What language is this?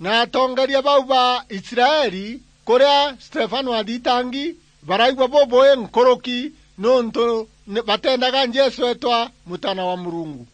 Meru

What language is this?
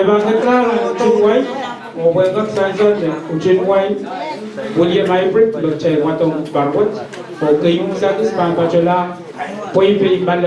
Pohnpeian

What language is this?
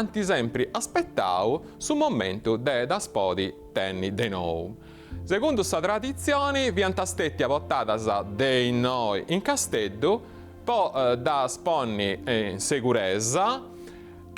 Sardinian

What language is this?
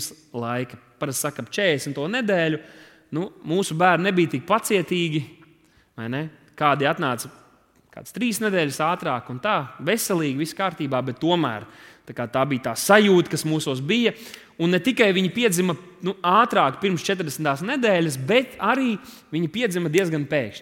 Latvian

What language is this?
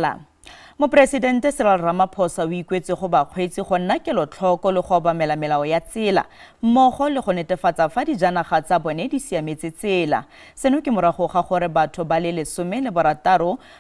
Tswana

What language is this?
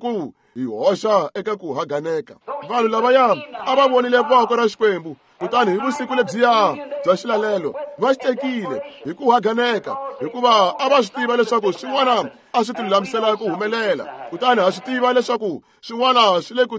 Tsonga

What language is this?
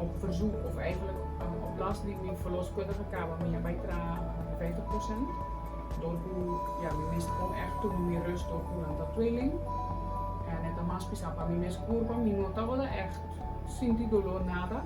Papiamento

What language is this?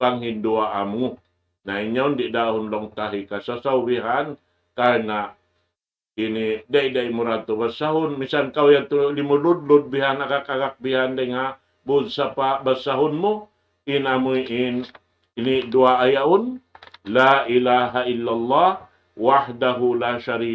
Tausug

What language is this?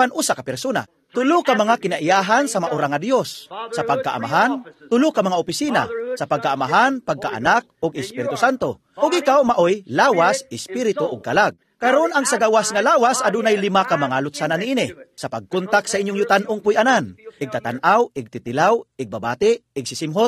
Cebuano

